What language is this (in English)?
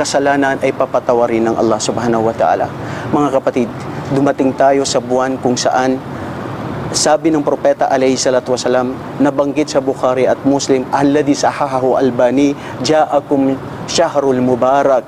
Maranao